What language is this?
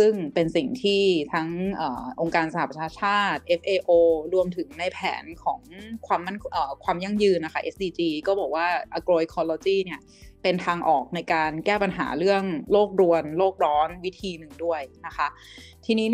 Thai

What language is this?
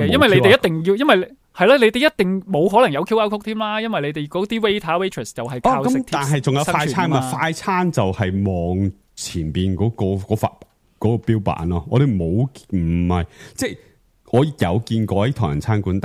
Cantonese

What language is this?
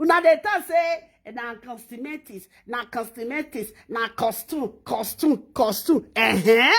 Nigerian Pidgin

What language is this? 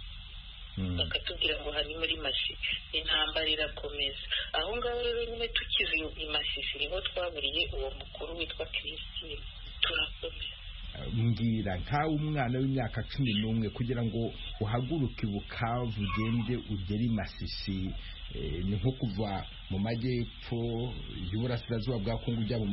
Kinyarwanda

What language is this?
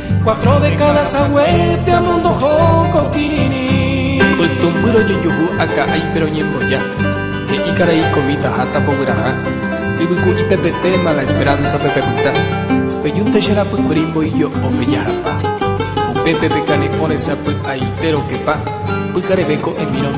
Guarani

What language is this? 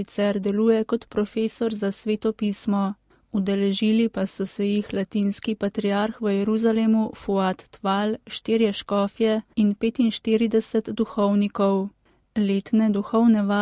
Slovenian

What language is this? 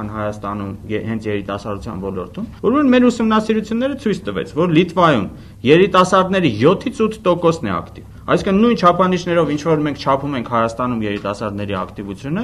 Armenian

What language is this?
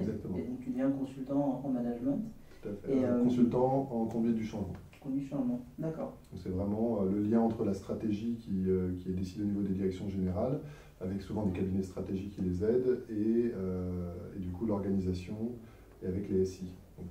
French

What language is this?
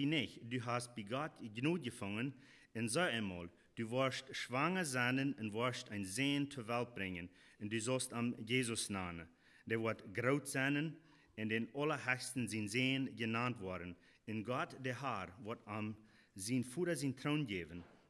Plautdietsch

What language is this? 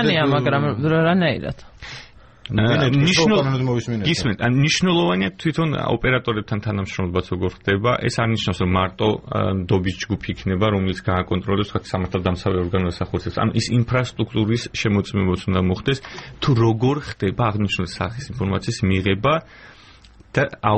Georgian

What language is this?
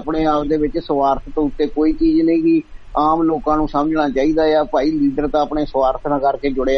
Punjabi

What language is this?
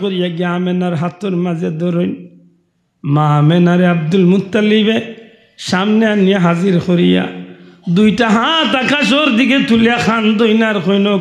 Sylheti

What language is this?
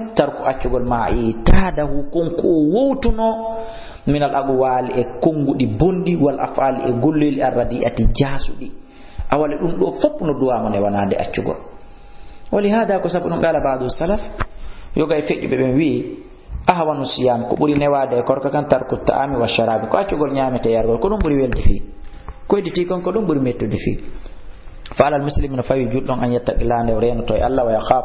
Fula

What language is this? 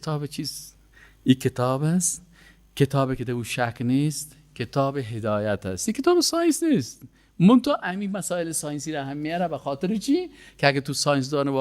Persian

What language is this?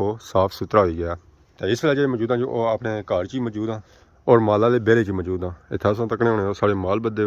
Pahari-Potwari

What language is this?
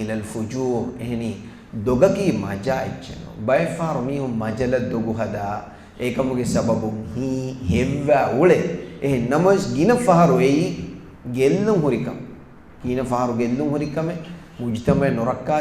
Divehi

